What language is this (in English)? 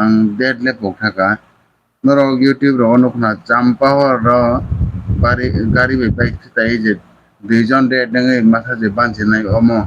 Kok Borok